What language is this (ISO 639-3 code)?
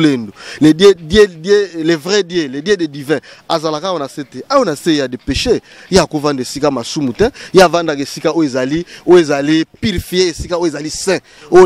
lin